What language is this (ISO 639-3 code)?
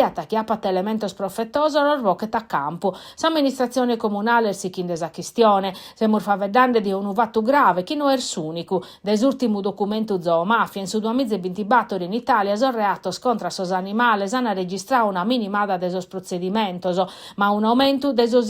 srd